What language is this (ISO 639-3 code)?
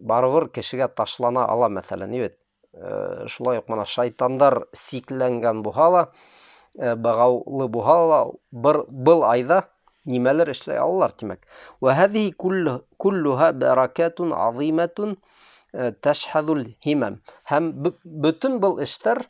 bak